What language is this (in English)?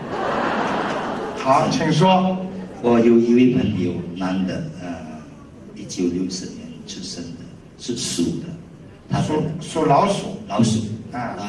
Chinese